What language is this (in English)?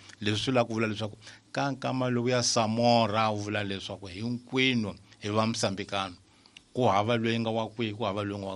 Tsonga